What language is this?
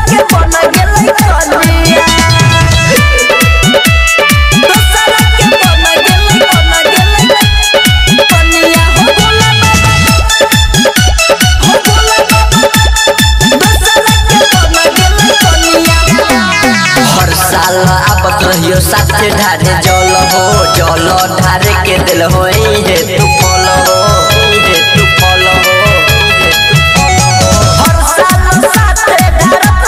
Bhojpuri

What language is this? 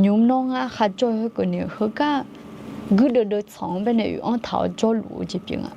Akha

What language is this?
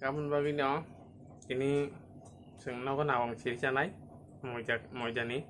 Kok Borok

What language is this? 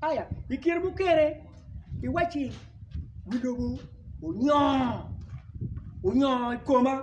Acoli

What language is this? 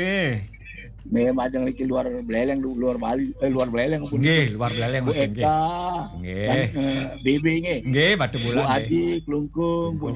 Balinese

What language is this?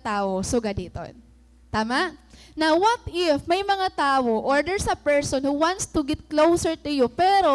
Waray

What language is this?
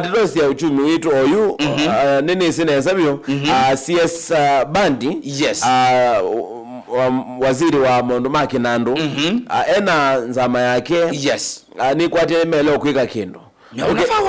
Kamba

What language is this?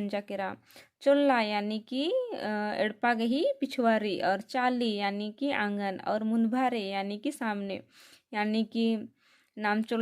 Kurukh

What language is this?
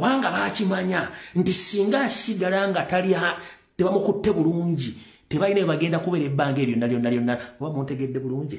Ganda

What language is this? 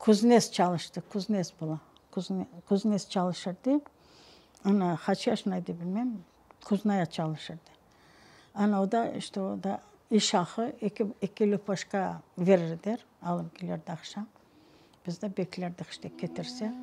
Crimean Tatar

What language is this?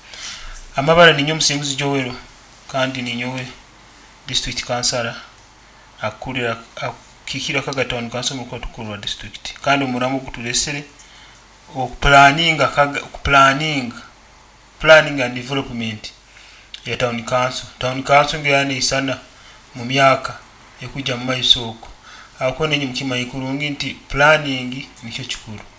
Nyoro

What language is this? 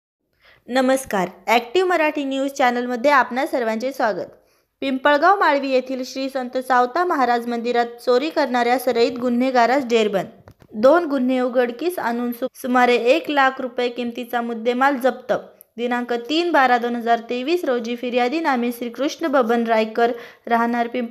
Marathi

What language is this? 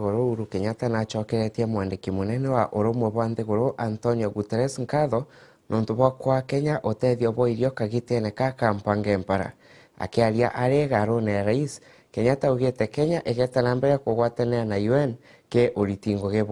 Meru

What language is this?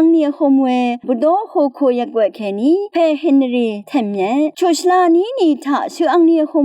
Rawang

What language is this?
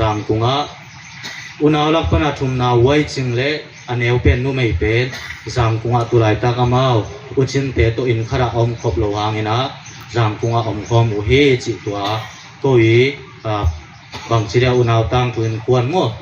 Tedim Chin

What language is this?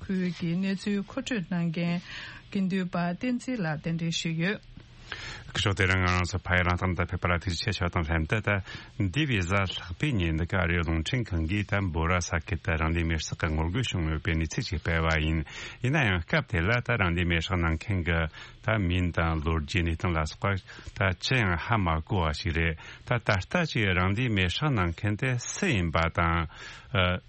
Tibetan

